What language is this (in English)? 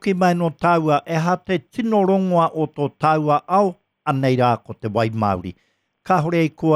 Māori